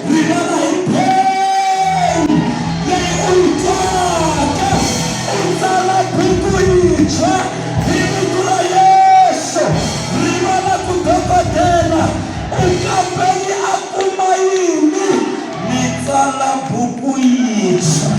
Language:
Tsonga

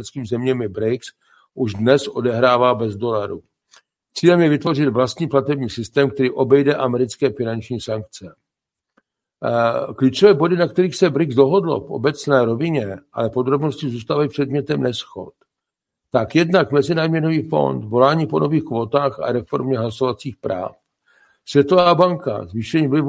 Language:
Czech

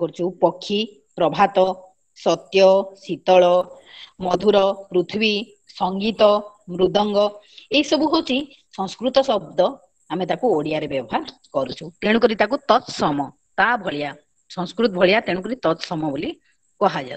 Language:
Odia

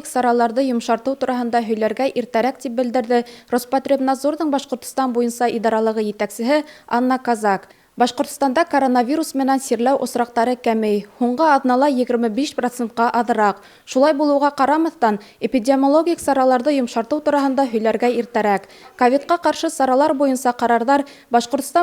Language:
Bashkir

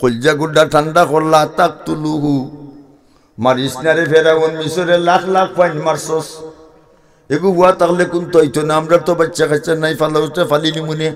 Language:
Sylheti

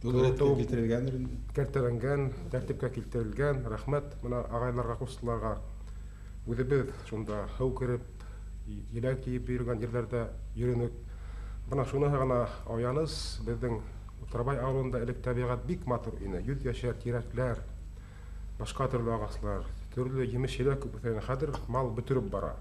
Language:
Bashkir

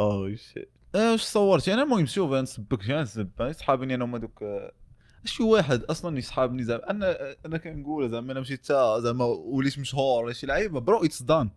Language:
Moroccan Arabic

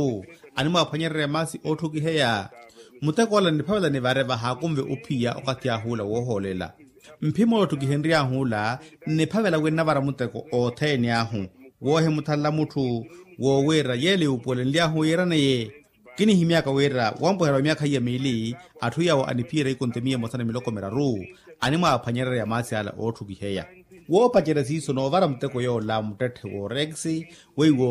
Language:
Makhuwa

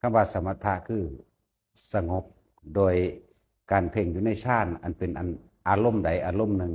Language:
Northeastern Thai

